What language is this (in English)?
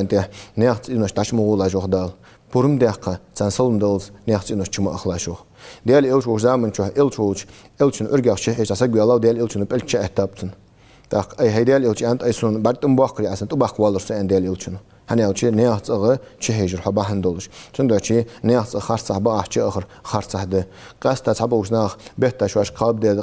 Ingush